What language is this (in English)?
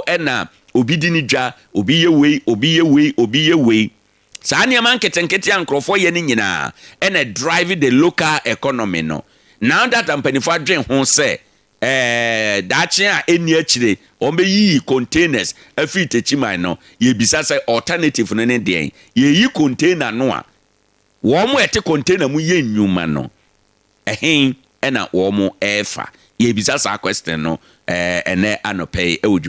Akan